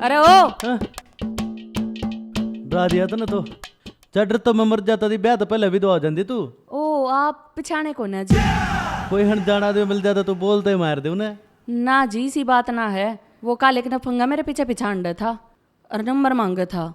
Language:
Haryanvi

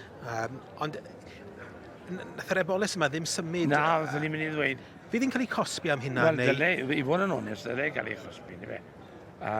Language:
Welsh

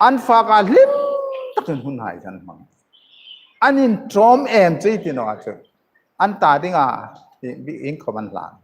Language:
Hmar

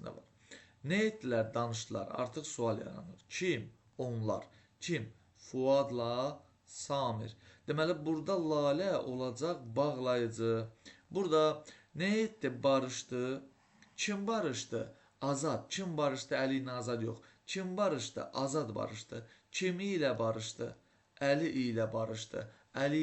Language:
Azerbaijani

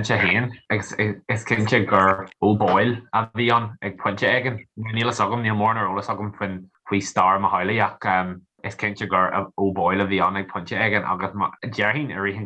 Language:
Irish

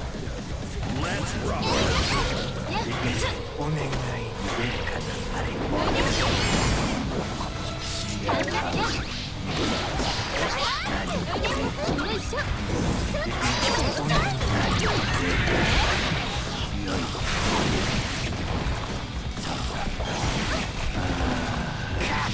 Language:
Japanese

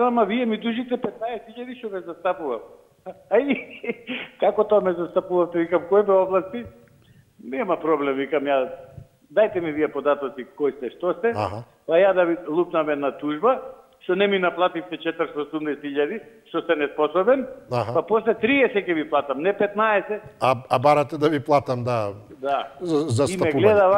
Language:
Macedonian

